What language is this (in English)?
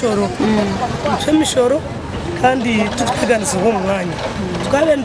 Nyankole